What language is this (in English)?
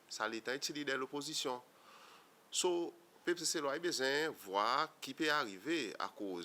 Seselwa Creole French